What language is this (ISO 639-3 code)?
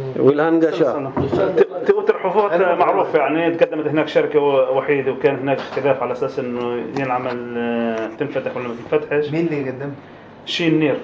apc